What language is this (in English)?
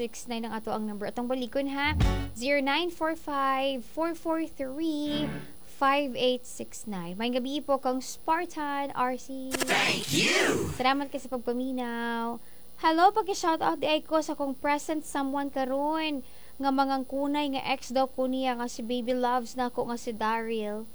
Cebuano